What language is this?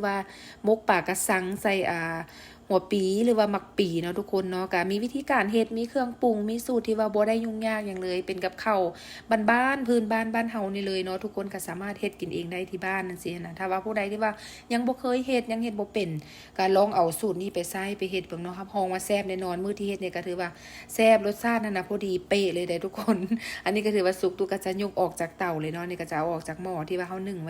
Lao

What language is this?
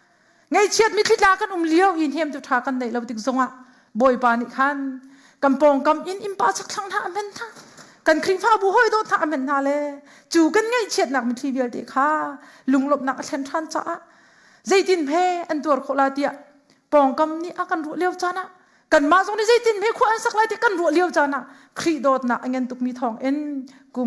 Hakha Chin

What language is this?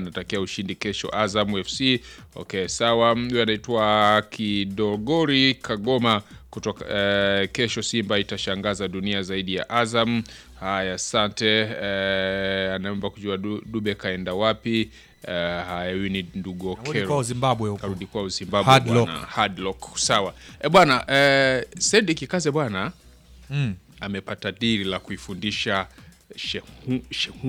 Swahili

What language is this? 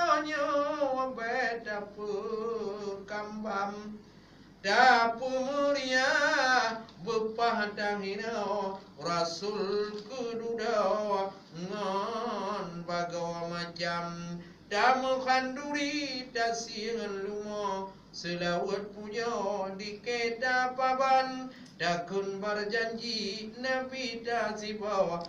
Achinese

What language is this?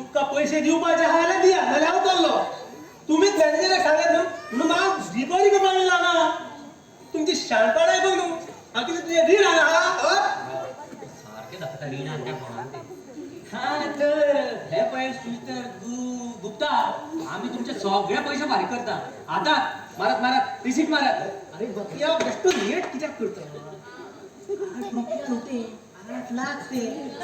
Konkani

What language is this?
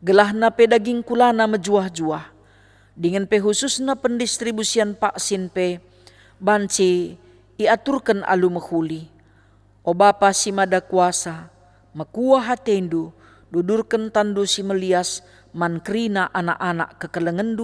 Batak Karo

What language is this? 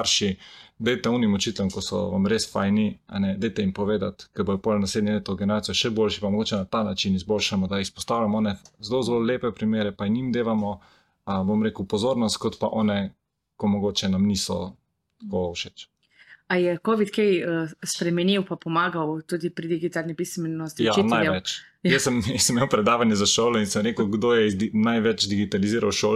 Slovenian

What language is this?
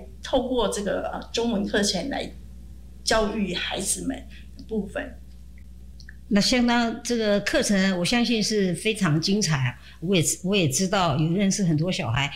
Chinese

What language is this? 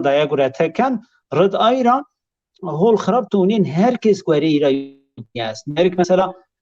Zaza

